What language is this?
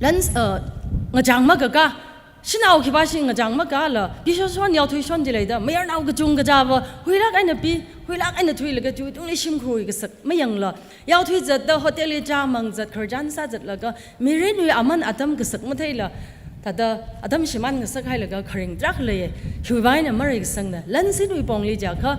Tangkhul Naga (India)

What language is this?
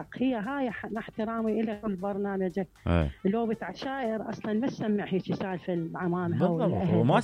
Mesopotamian Arabic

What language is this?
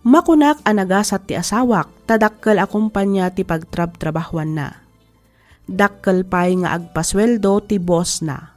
Iloko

